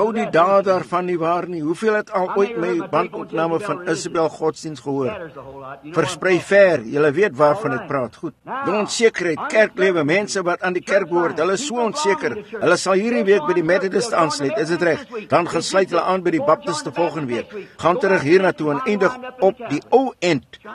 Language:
Afrikaans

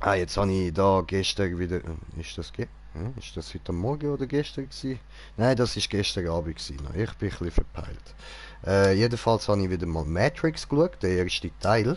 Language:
Swiss German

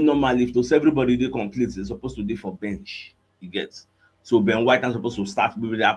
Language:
Nigerian Pidgin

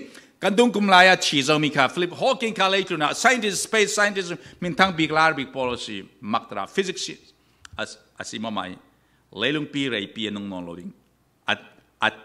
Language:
Falam Chin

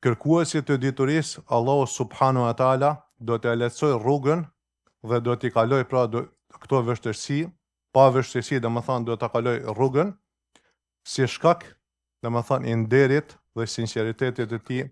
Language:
Albanian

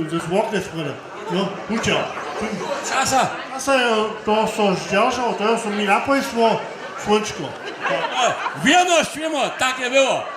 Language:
Upper Sorbian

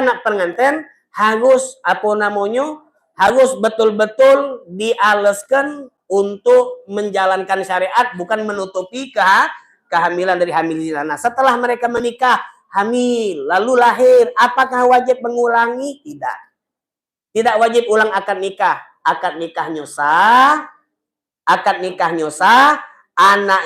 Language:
Musi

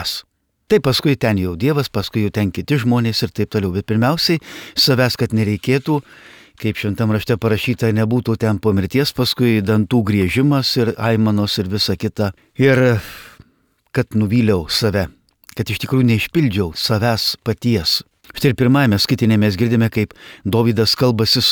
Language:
Lithuanian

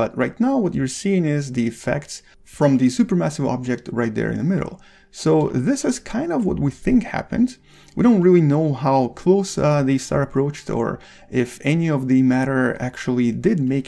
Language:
English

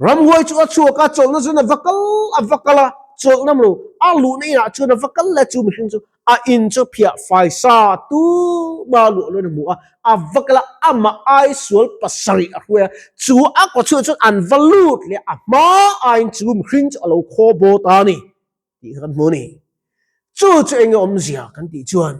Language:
Mizo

